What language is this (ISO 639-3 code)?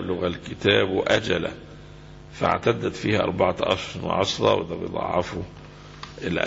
arz